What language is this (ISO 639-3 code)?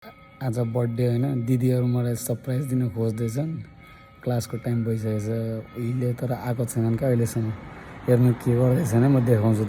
nep